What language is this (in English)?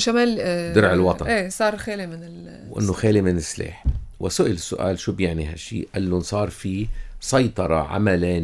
North Levantine Arabic